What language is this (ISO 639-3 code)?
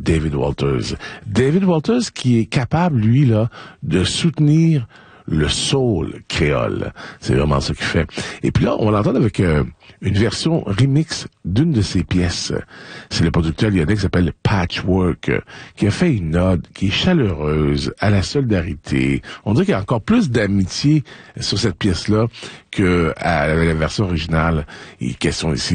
fra